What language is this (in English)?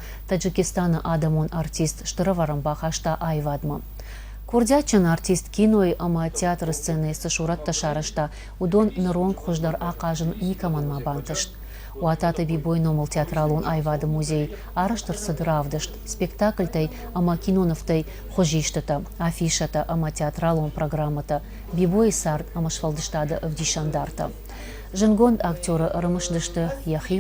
Ossetic